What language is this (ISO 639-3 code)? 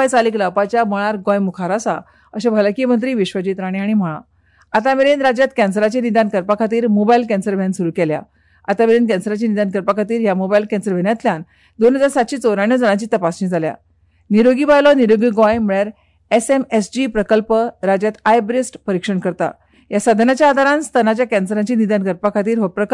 kok